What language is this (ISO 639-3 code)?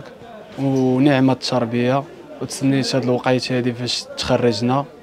ary